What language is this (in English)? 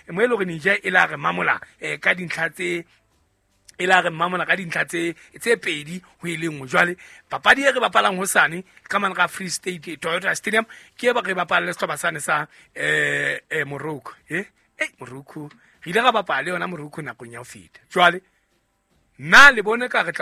Southern Sotho